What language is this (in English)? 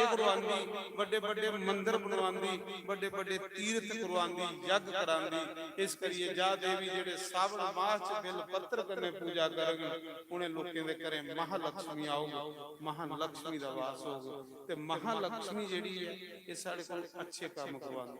Dogri